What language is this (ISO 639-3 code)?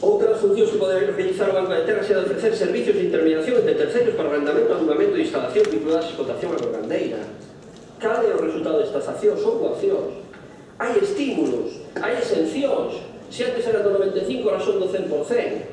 glg